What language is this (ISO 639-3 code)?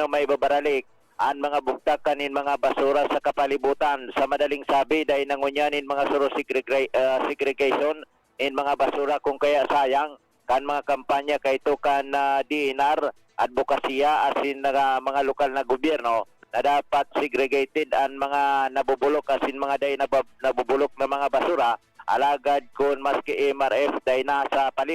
bik